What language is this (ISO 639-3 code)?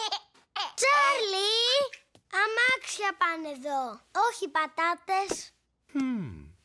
ell